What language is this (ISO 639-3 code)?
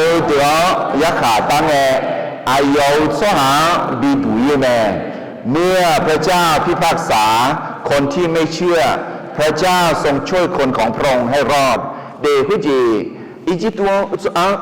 ahk